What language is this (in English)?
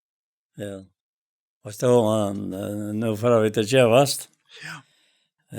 Faroese